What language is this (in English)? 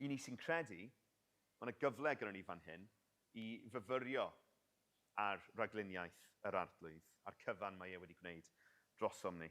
Welsh